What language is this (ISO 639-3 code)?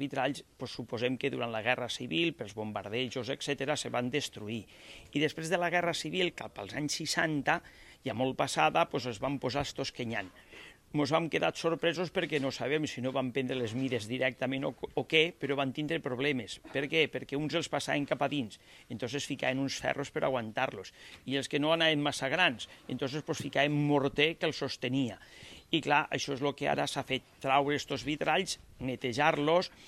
cat